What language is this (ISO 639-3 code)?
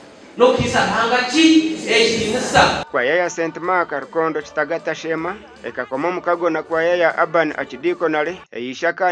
nyn